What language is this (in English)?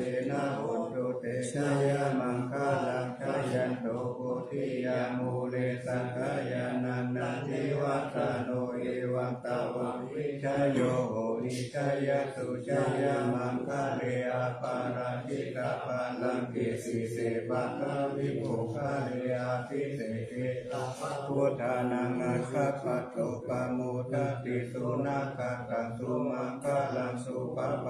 Pali